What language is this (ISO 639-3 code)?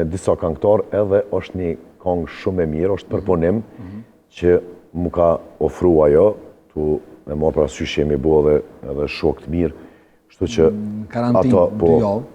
sqi